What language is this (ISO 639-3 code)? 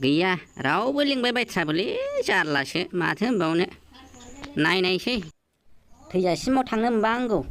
brx